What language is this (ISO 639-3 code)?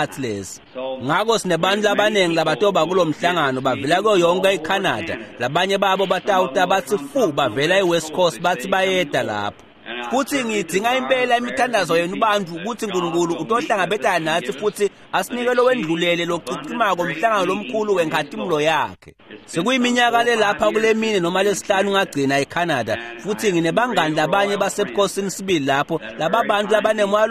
ssw